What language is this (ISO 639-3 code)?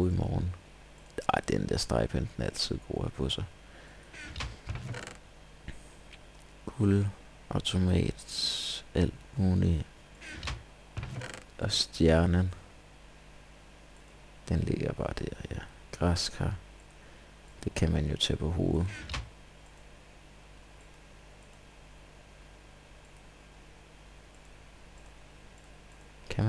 dan